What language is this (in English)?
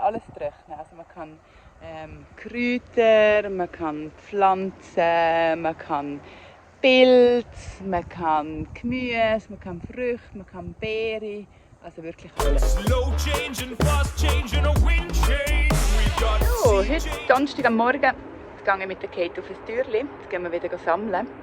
Swiss German